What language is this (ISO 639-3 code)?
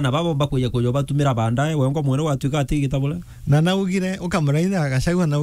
mer